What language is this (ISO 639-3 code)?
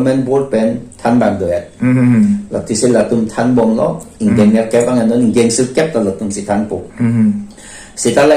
mjw